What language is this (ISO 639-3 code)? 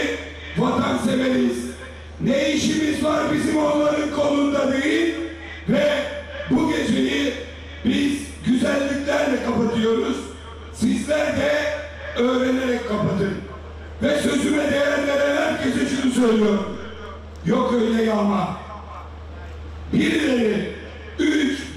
tur